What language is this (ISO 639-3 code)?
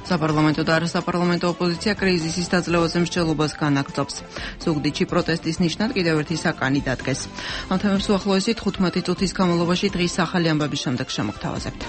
kat